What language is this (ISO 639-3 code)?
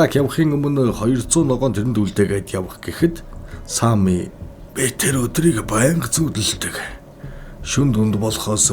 mon